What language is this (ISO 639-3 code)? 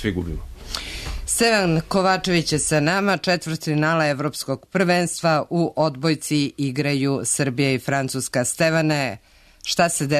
srp